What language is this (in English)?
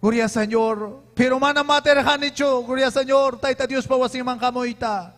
Ayacucho Quechua